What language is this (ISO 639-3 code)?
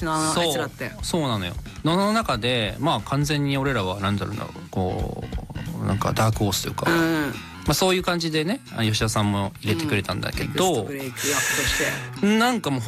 jpn